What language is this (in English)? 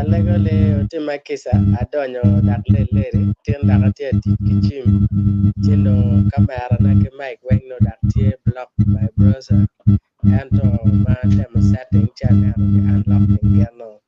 Acoli